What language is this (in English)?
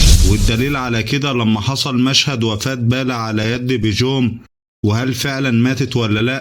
Egyptian Arabic